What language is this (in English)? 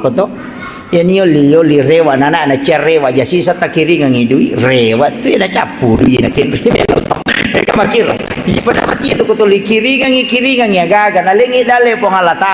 Buginese